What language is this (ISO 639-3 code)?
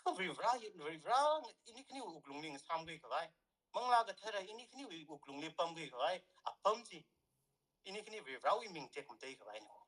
nmf